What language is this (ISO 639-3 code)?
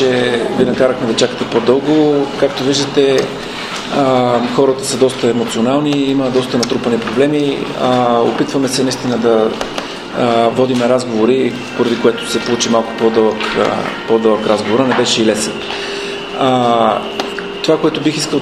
bul